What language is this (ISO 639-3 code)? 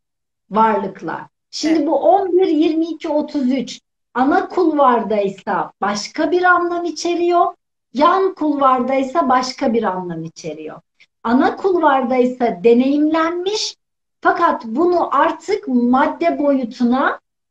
tur